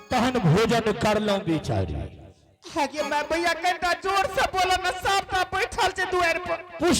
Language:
Angika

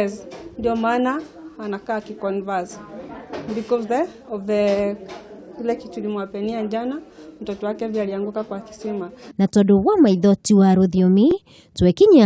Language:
Kikuyu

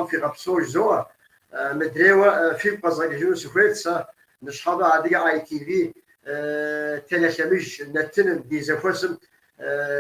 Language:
Kabardian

